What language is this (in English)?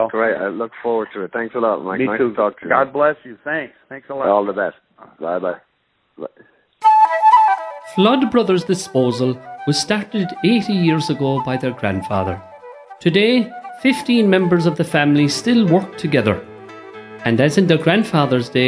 English